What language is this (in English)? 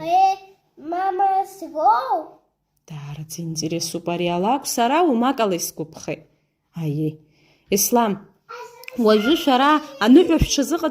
Abkhazian